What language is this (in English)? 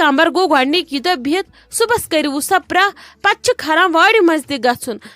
Kashmiri